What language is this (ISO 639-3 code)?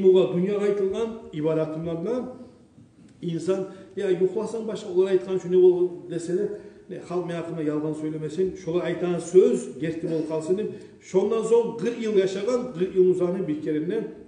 kum